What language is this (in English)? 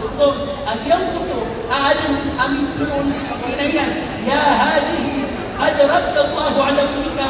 Maranao